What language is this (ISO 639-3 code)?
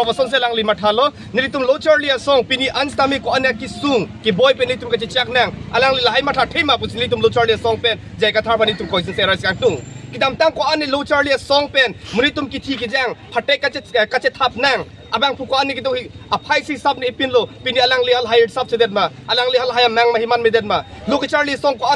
mjw